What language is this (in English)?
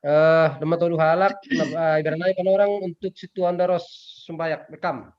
Batak Simalungun